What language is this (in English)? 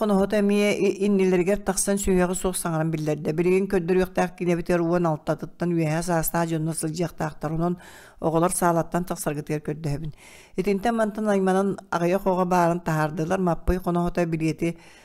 Yakut